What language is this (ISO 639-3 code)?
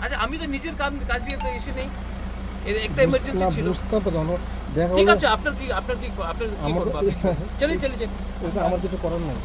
ccp